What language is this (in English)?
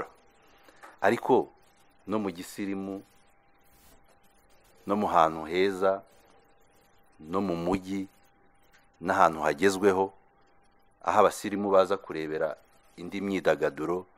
Kinyarwanda